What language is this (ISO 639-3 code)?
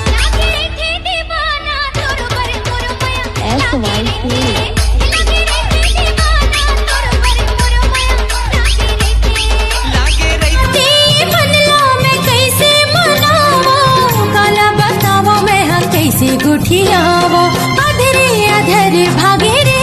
hne